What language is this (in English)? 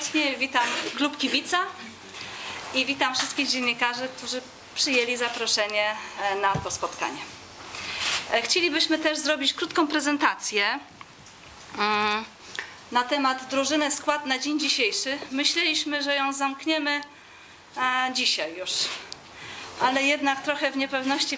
Polish